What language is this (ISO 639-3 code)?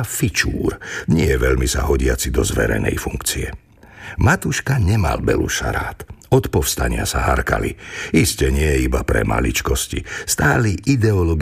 slk